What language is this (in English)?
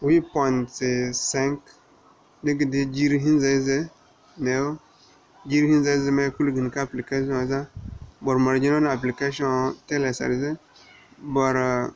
Zarma